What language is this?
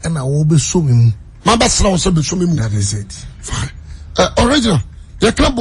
Akan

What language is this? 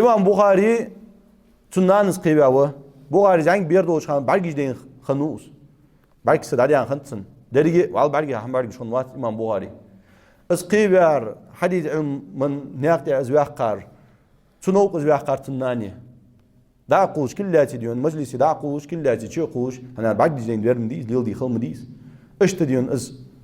Ingush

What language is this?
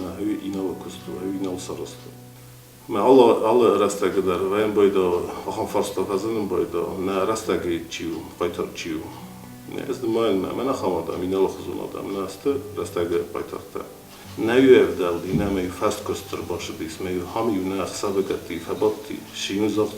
Ossetic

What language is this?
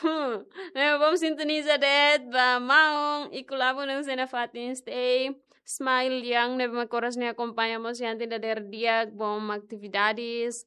Tetum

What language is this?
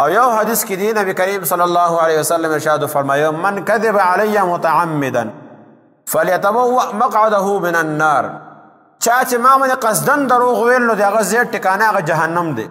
Pashto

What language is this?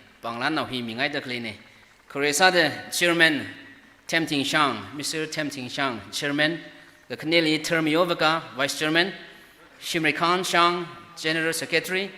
Tangkhul Naga (India)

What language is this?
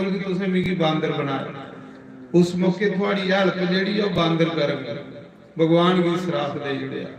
Dogri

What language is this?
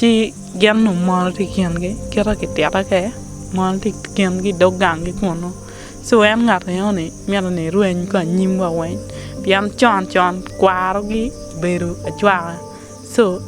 Acoli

